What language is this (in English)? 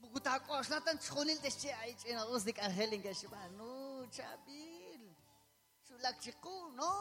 Kekchí